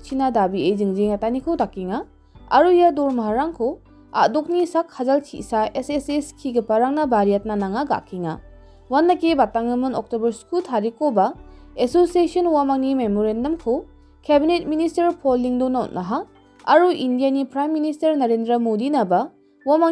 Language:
Garo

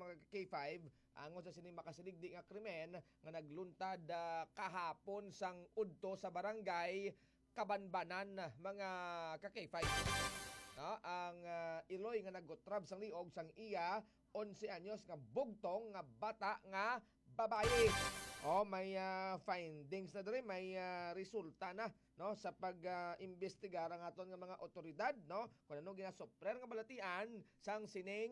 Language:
Hiligaynon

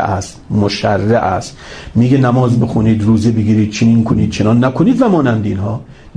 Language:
Persian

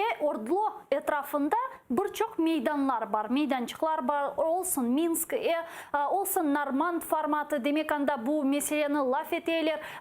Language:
Crimean Tatar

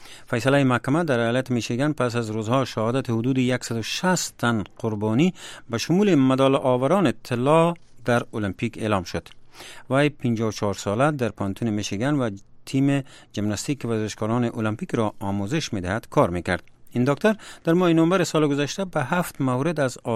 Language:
Persian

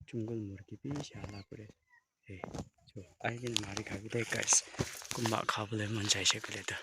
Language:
Naga Pidgin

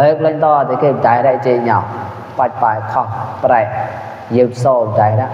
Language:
Mon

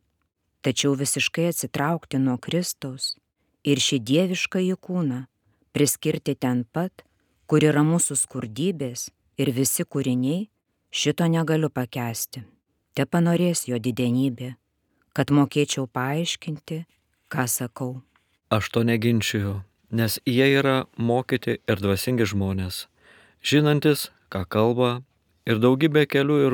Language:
Lithuanian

